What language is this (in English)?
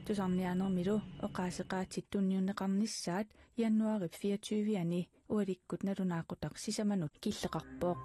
Kalaallisut